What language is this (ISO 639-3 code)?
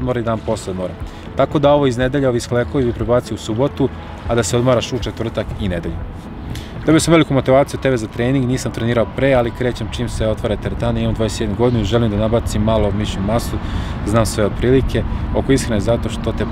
srp